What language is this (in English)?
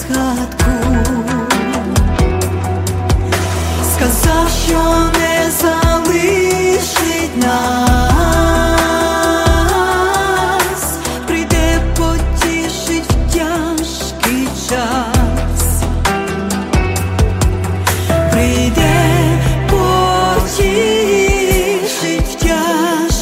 Ukrainian